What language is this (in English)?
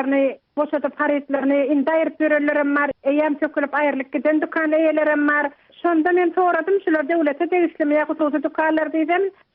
Turkmen